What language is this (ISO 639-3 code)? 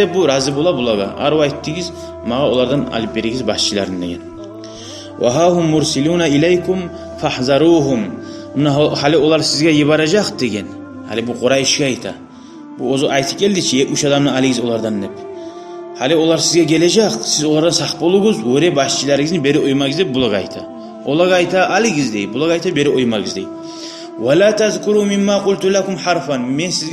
kum